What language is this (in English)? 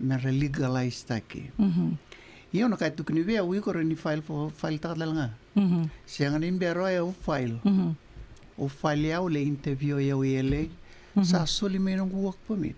Fijian